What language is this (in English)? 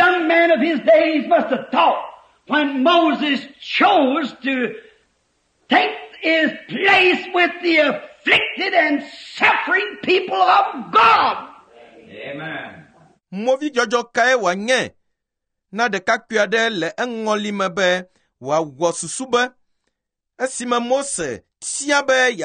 Ewe